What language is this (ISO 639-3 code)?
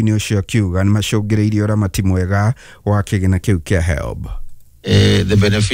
kik